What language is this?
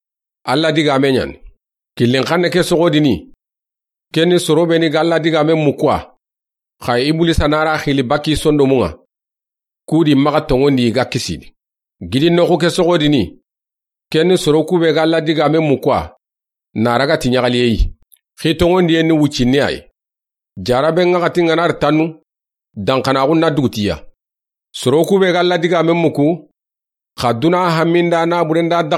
Soninke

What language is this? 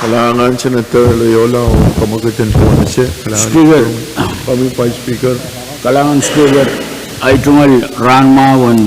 Pohnpeian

